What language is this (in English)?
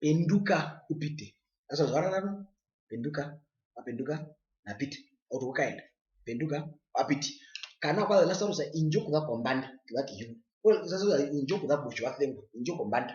Herero